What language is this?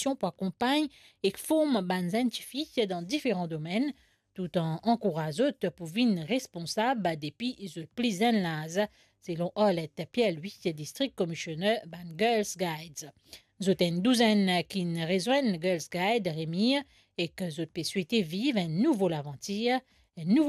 Morisyen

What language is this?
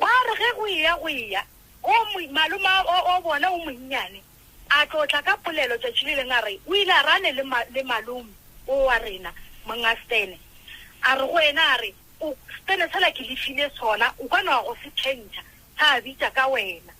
Northern Sotho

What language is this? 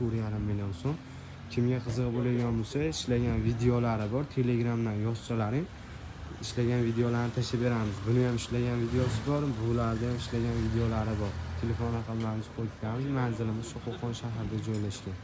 Uzbek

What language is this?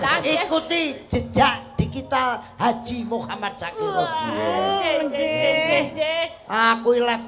Javanese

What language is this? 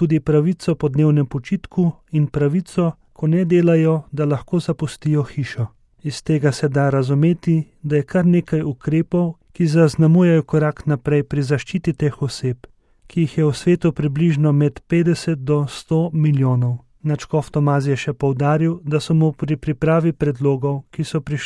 Slovenian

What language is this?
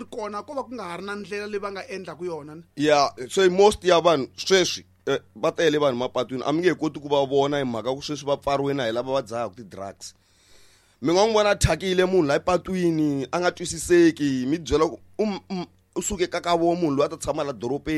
Tsonga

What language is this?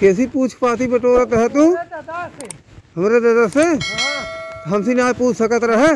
Awadhi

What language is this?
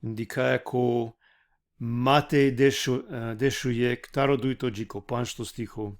Balkan Romani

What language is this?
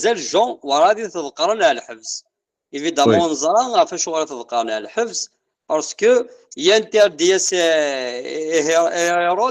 Kabyle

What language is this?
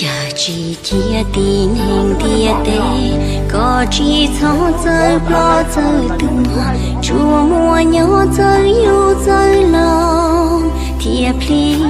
Hmong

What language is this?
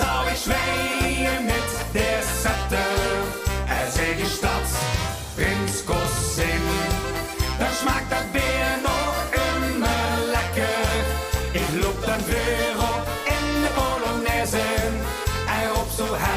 Limburgish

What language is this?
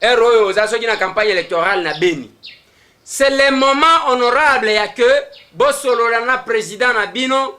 Lingala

